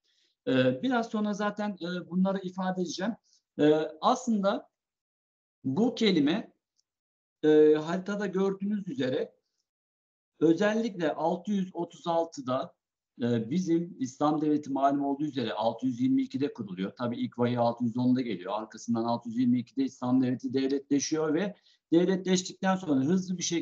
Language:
Turkish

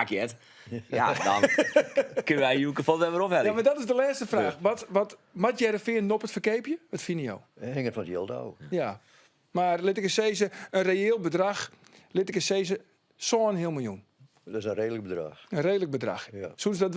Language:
Western Frisian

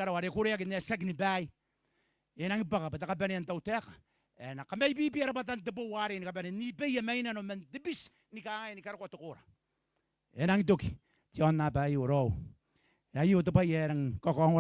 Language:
Gilbertese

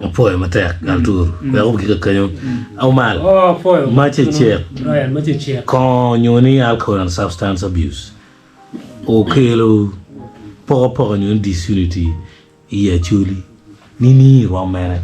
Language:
Acoli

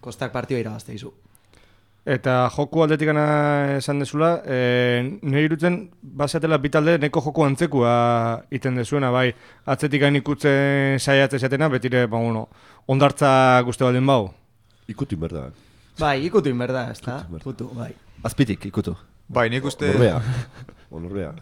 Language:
Basque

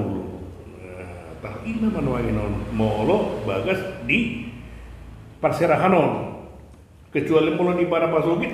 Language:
Batak Toba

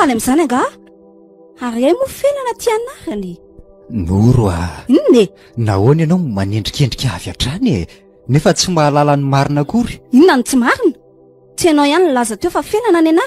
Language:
Malagasy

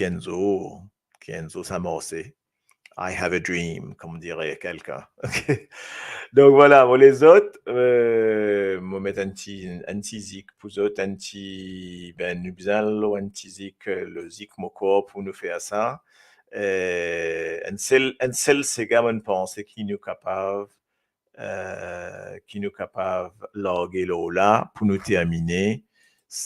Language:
Morisyen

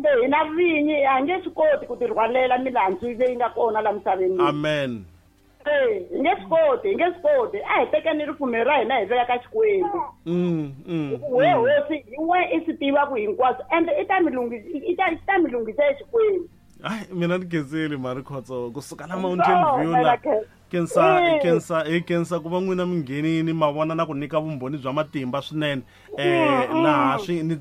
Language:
Tsonga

